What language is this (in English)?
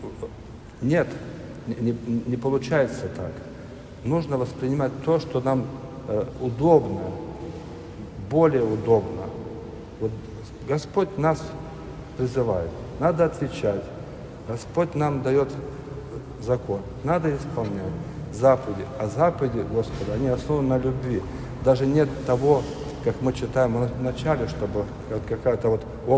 Russian